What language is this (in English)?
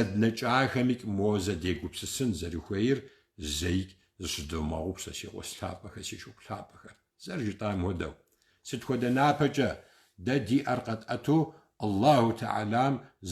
Kabardian